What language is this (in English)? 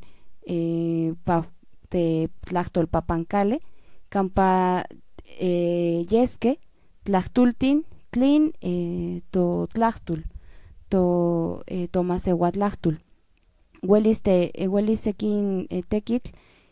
Central Nahuatl